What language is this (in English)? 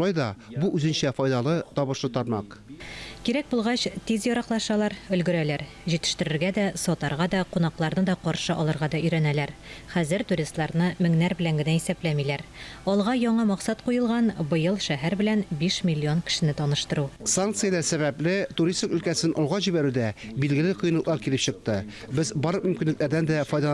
Tatar